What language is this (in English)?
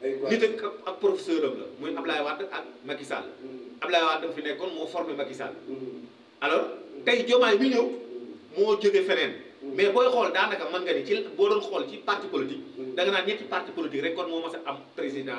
Wolof